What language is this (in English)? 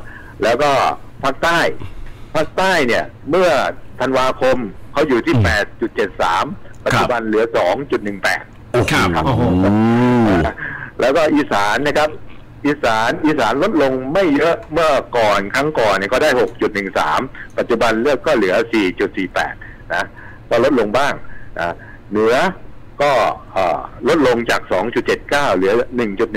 Thai